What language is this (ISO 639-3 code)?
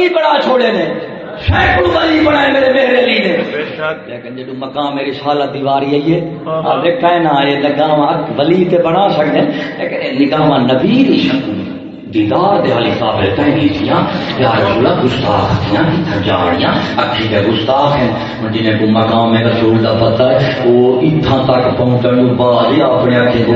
skr